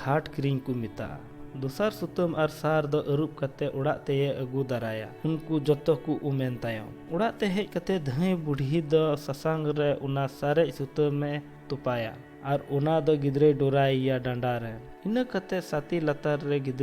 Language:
Santali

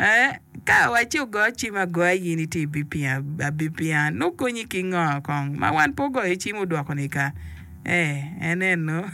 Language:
Acoli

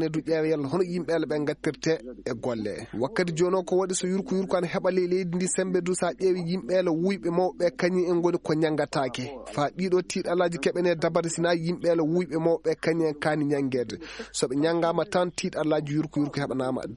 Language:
Fula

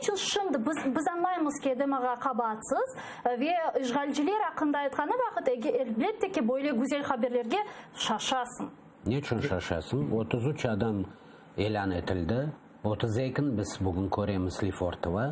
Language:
Crimean Tatar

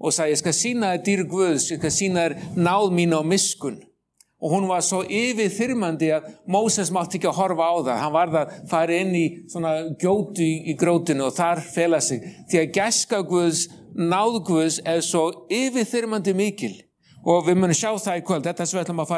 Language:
Icelandic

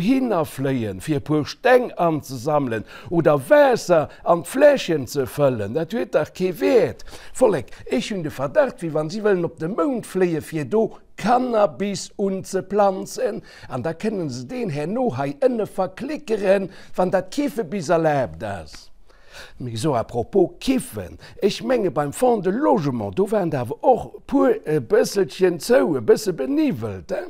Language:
Luxembourgish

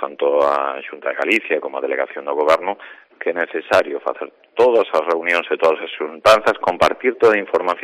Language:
Galician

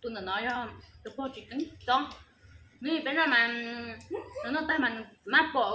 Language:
Hmong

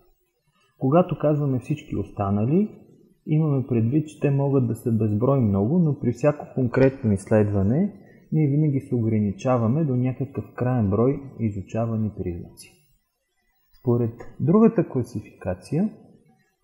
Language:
Bulgarian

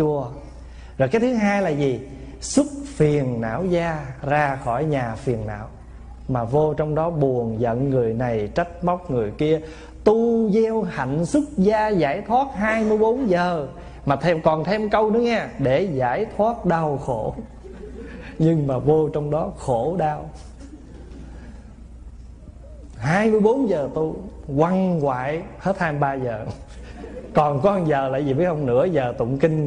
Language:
Vietnamese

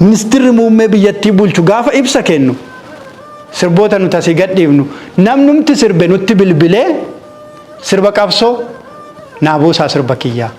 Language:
Oromo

